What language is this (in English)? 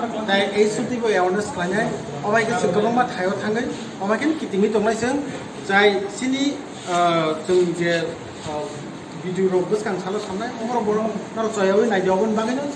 Kok Borok